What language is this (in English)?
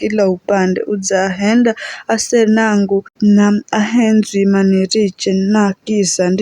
Giryama